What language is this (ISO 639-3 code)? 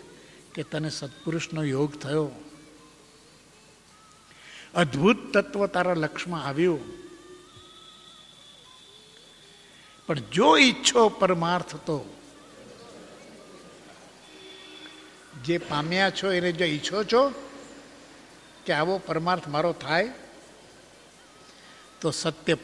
guj